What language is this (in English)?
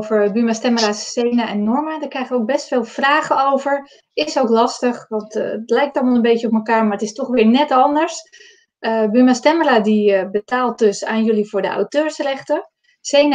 Dutch